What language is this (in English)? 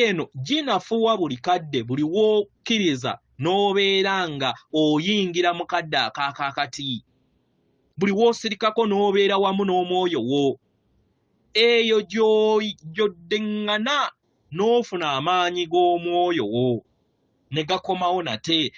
Ganda